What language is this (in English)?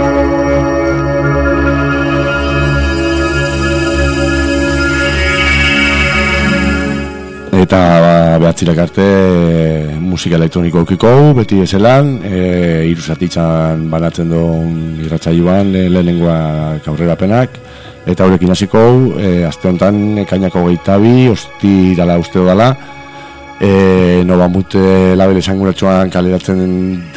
Basque